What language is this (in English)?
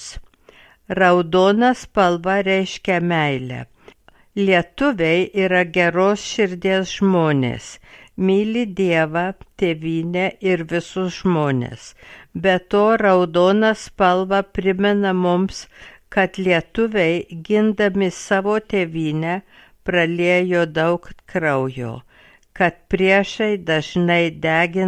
Lithuanian